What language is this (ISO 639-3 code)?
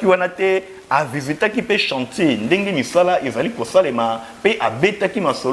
lin